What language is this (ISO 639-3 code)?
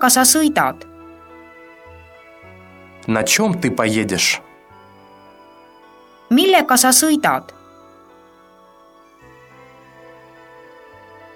est